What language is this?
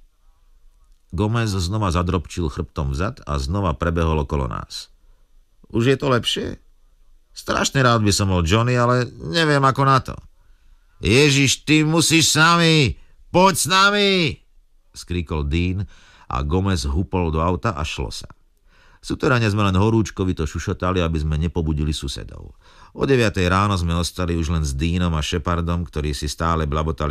Slovak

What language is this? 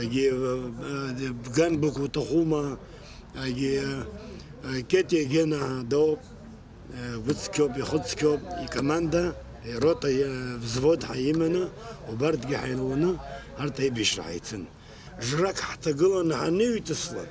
Abkhazian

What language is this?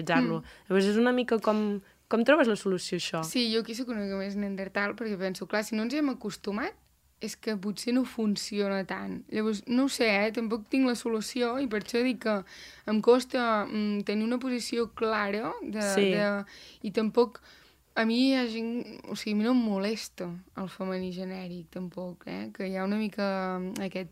Catalan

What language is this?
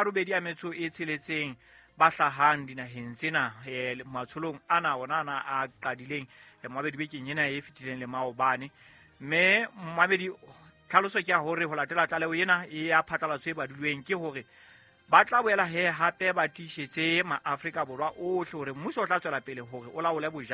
Southern Sotho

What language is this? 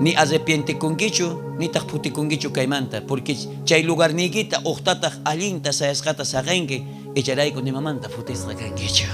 South Bolivian Quechua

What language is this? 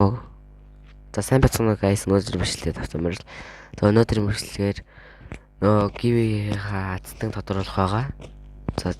Mongolian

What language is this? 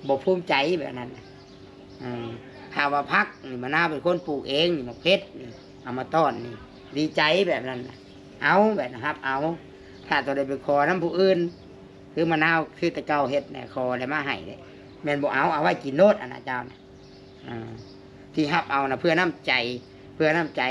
Lao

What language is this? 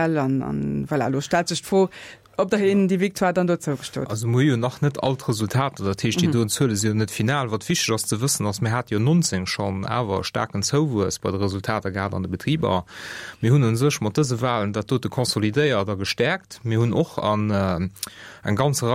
Luxembourgish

